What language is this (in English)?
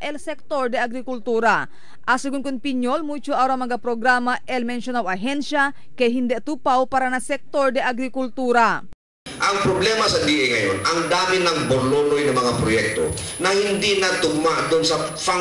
Chavacano